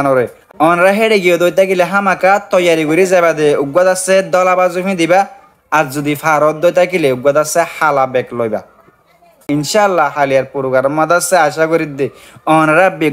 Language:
Rohingya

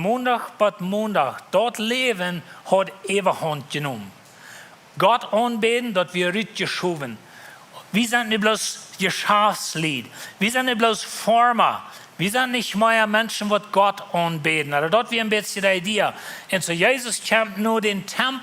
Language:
Plautdietsch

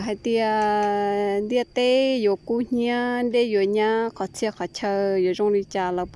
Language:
Hmong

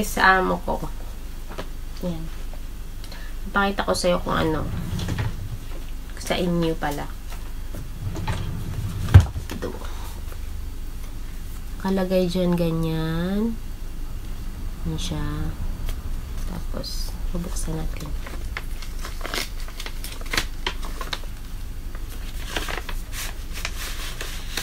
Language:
Filipino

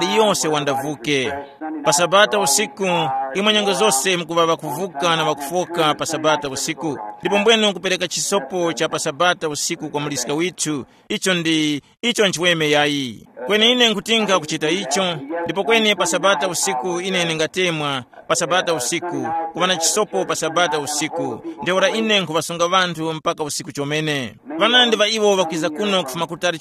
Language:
Tumbuka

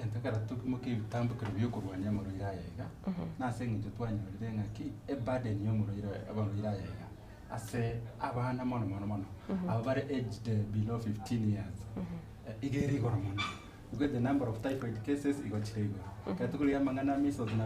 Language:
Gusii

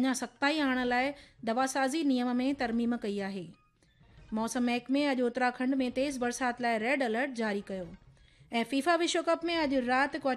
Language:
Sindhi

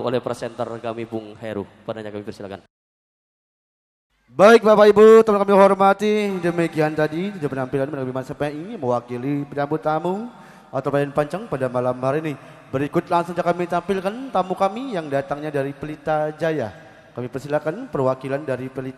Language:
Indonesian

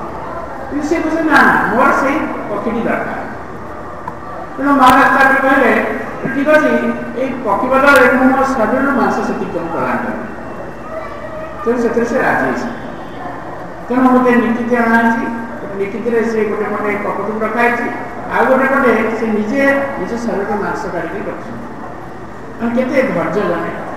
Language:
Odia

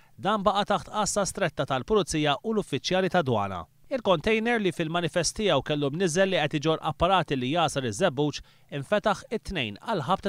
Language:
Maltese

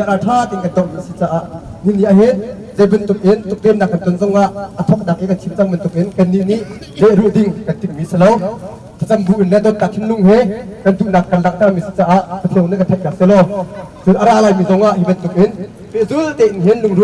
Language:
Hakha Chin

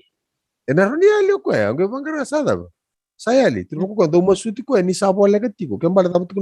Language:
Fijian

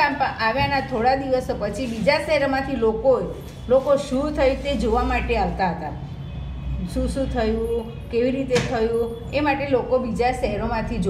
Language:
Gujarati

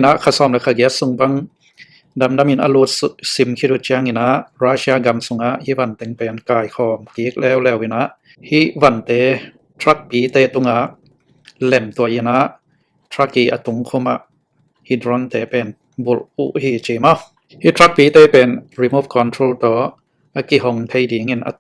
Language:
Tedim Chin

